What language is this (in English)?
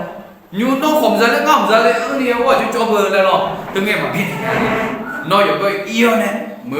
Akha